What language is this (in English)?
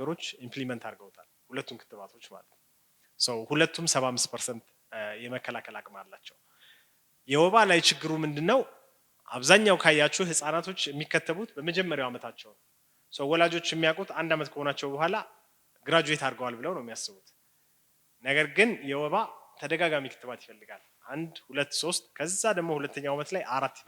Amharic